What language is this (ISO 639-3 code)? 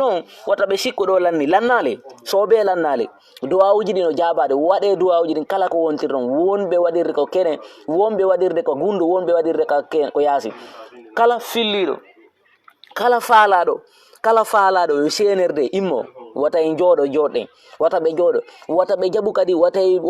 ful